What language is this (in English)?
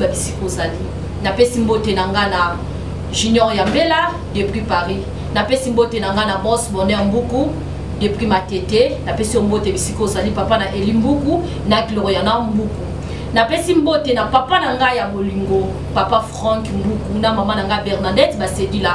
Lingala